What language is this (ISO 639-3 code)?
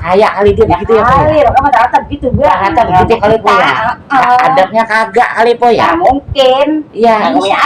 bew